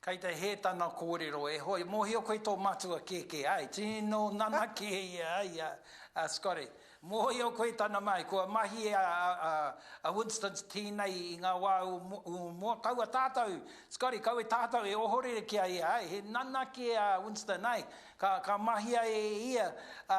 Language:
Māori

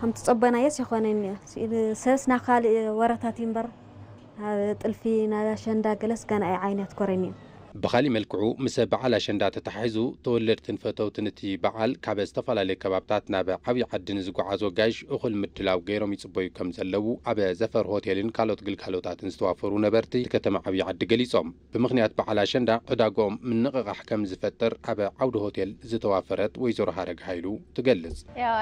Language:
Tigrinya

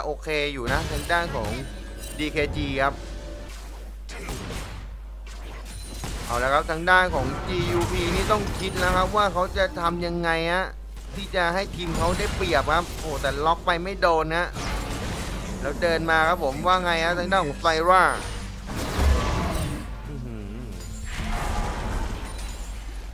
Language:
Thai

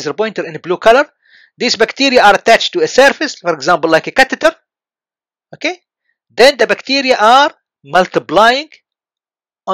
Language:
English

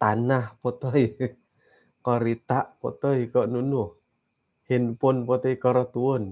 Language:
Central Dusun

